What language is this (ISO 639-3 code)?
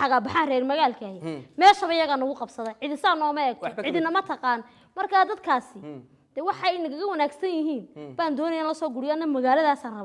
som